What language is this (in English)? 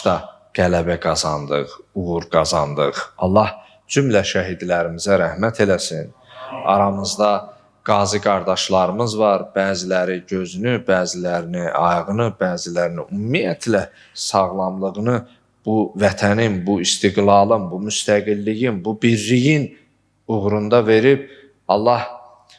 Azerbaijani